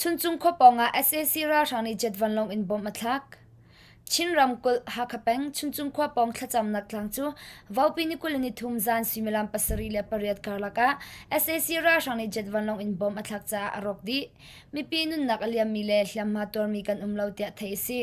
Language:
Hakha Chin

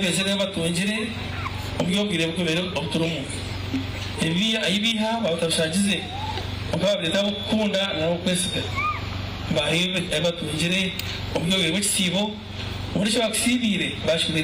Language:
Nyankole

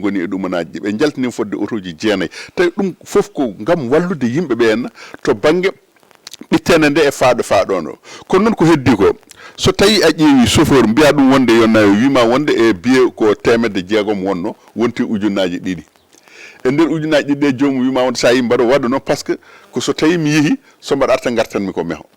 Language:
Fula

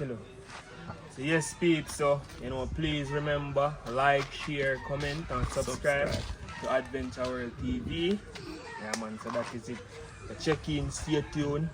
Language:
Jamaican Creole English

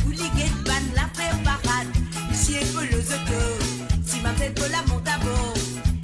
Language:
Morisyen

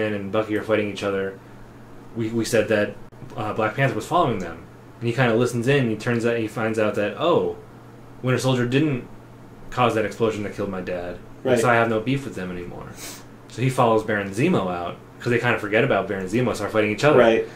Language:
English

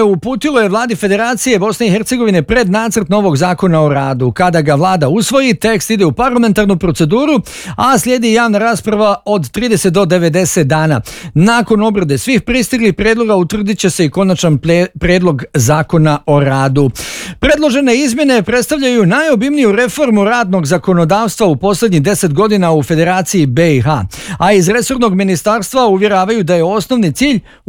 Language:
Bosnian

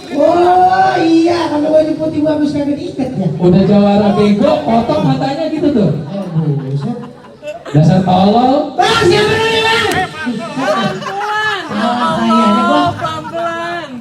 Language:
Betawi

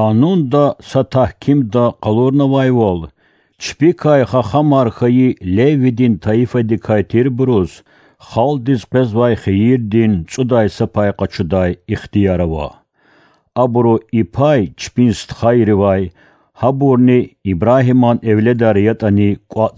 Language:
Lezghian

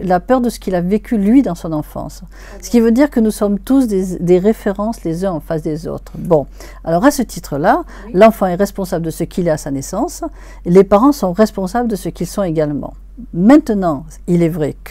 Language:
French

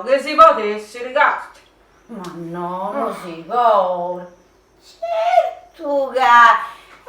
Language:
Sardinian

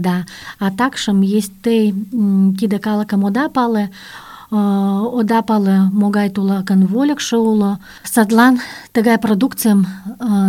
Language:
Mari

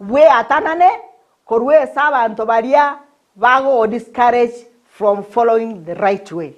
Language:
Gusii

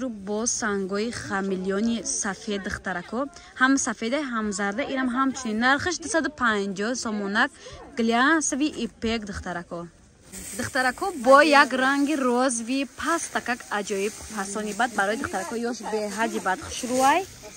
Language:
Tajik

